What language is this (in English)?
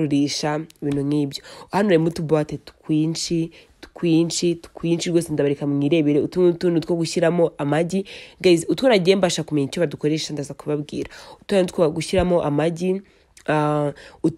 Kinyarwanda